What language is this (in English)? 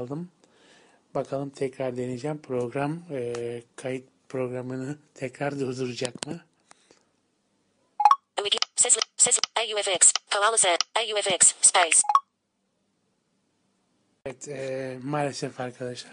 Turkish